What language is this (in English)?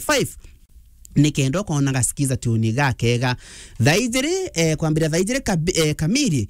Meru